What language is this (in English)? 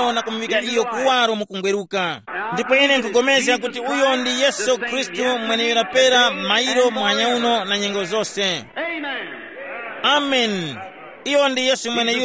Tumbuka